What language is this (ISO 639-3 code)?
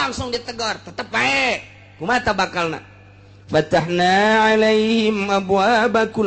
sun